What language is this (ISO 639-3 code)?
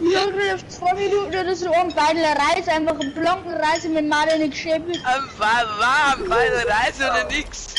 bar